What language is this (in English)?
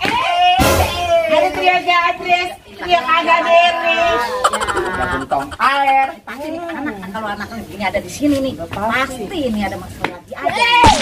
Betawi